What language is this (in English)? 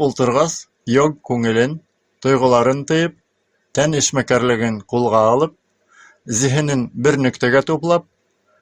Bashkir